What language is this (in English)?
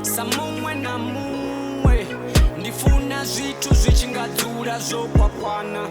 Venda